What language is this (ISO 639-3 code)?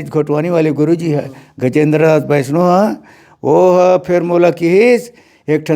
hne